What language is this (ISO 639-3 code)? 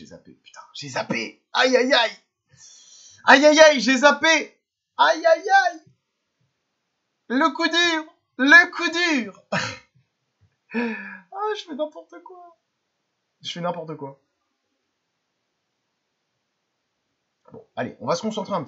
fra